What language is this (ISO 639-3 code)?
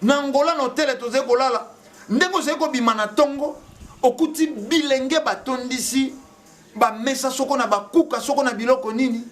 lin